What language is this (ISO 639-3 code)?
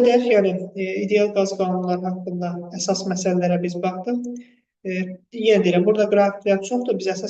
aze